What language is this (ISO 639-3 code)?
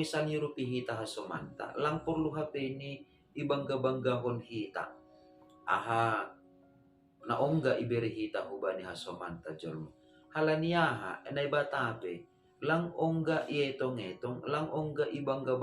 bts